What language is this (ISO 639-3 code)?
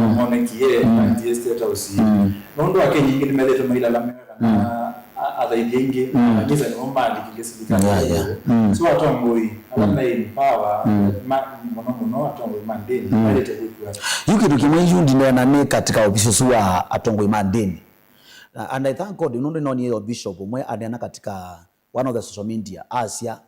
kam